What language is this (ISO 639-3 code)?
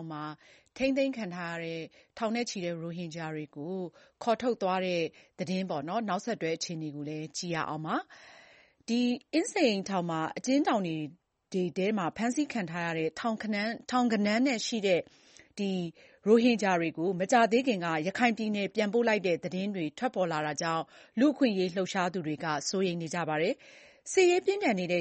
mya